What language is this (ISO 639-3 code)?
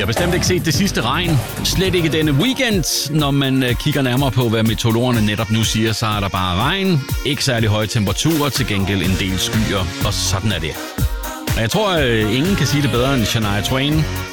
dan